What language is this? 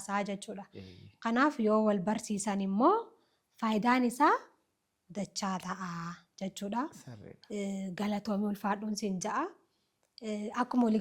Oromo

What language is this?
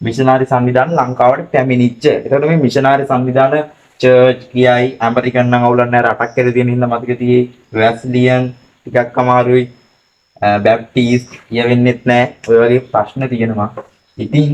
Sinhala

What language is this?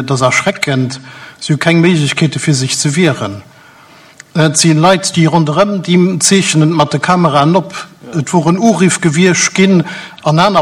Luxembourgish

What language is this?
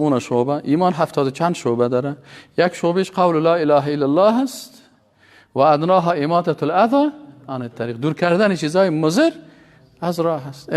Persian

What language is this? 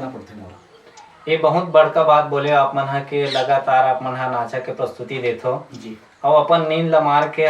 Chhattisgarhi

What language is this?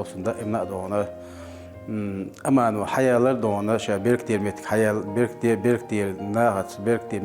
Chechen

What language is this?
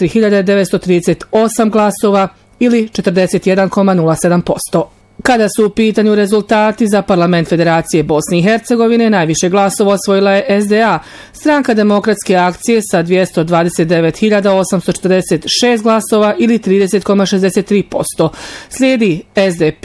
Bosnian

